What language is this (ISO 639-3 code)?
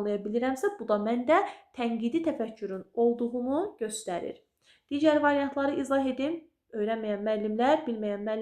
aze